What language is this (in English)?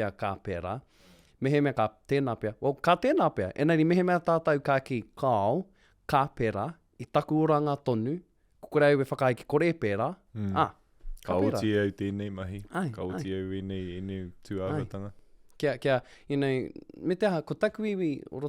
Māori